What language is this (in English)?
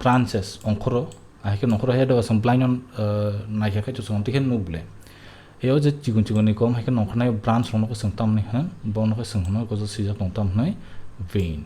Kok Borok